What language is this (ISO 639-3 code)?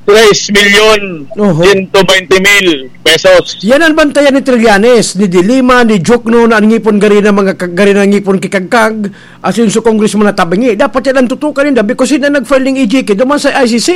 bik